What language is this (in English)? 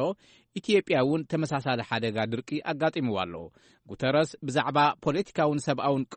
Tigrinya